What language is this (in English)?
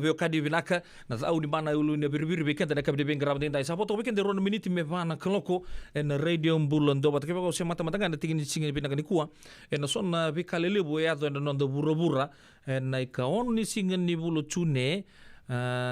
Fijian